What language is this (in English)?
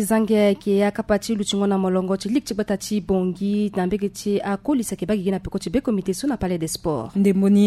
Sango